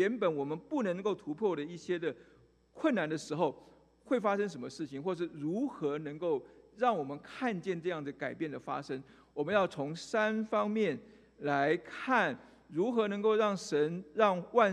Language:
Chinese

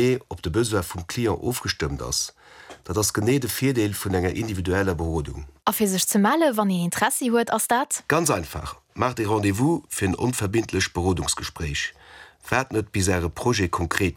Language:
Luxembourgish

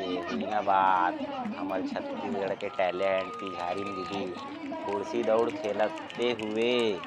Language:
Chhattisgarhi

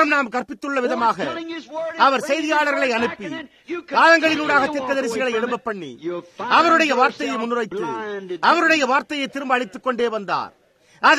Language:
Tamil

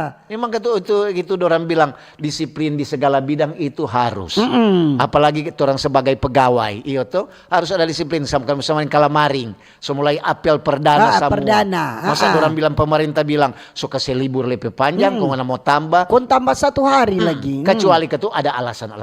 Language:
Manado Malay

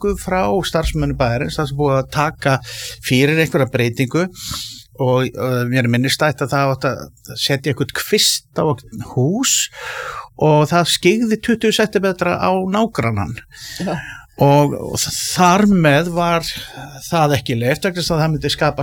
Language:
Icelandic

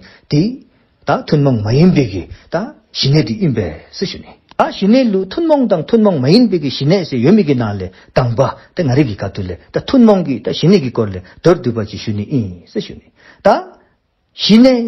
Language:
Dzongkha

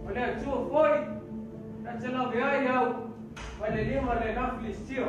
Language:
Samoan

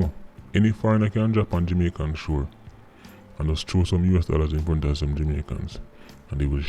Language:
Jamaican Creole English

